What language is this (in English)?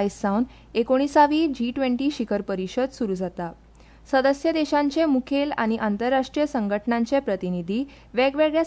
Konkani